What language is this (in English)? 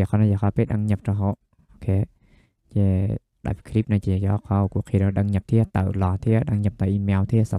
Hmong